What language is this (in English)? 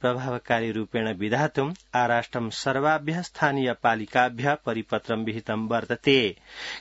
Sanskrit